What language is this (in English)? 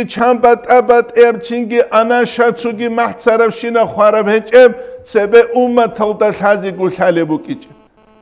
Avaric